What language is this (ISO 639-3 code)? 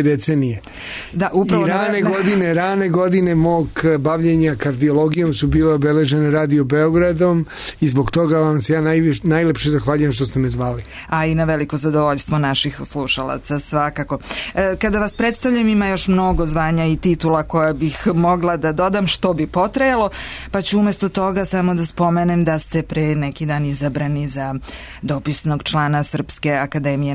srp